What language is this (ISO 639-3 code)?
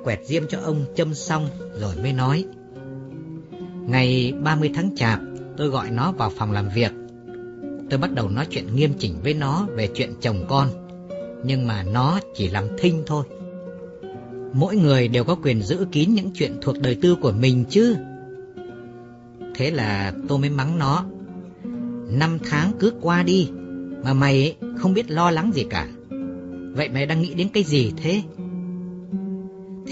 vie